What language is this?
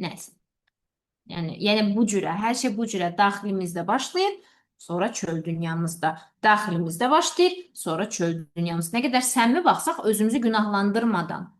Azerbaijani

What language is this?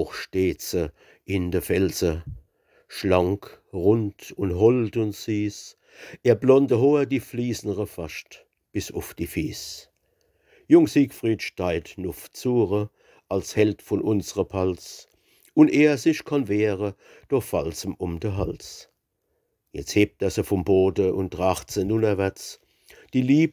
Palatine German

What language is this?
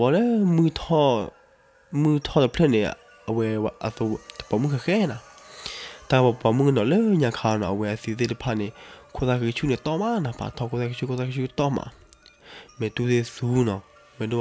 S'gaw Karen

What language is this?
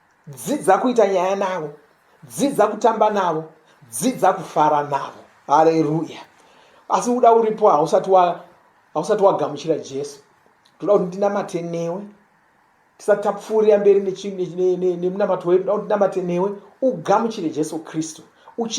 Shona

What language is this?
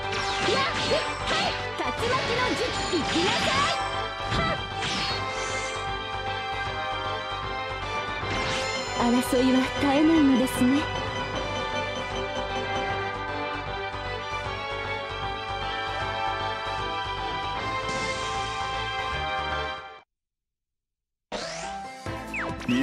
Japanese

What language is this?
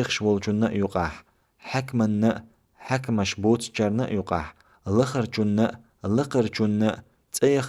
Chechen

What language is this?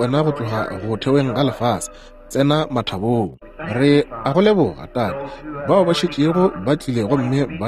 Northern Sotho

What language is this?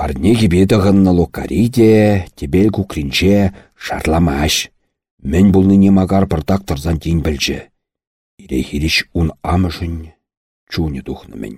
Chuvash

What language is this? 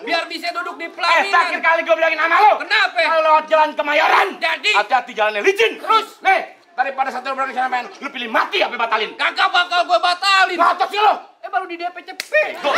Betawi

